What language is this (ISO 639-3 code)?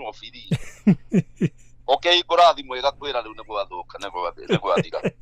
kik